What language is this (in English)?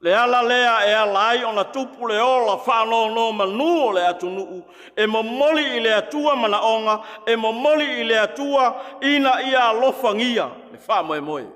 Samoan